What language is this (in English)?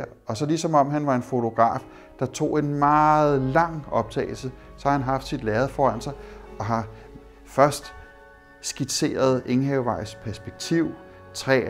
Danish